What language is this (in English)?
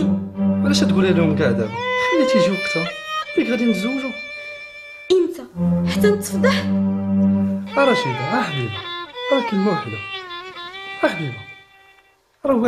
Moroccan Arabic